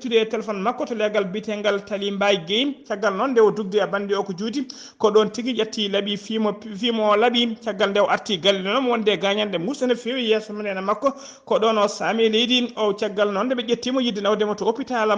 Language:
Fula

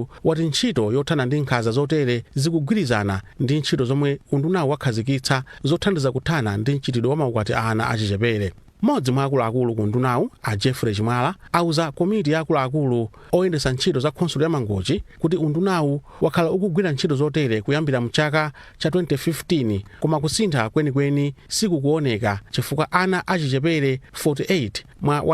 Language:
Nyanja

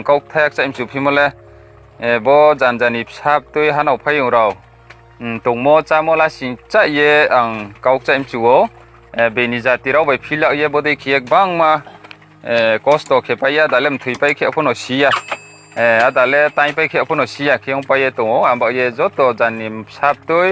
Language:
Riang (India)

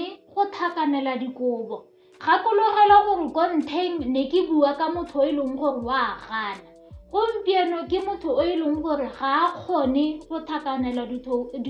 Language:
Tswana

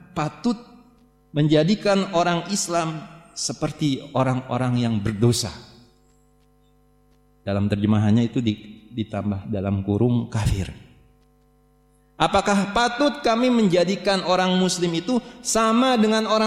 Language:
Indonesian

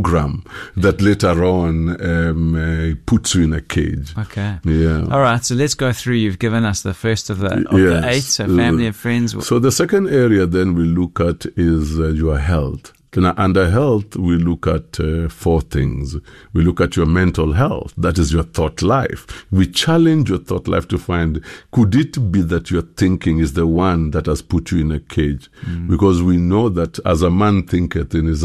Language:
English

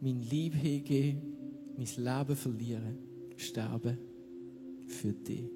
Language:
Swiss German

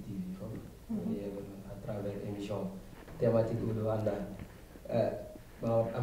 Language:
Fula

